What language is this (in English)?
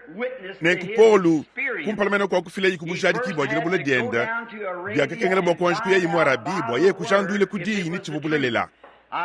Luba-Lulua